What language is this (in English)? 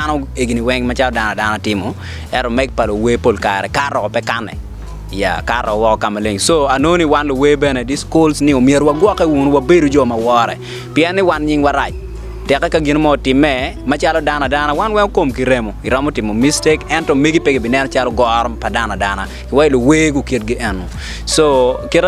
Acoli